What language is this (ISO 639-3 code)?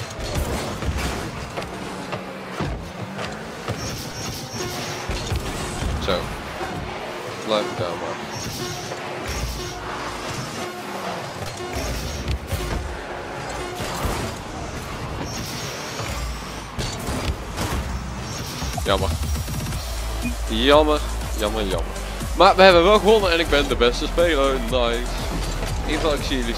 nld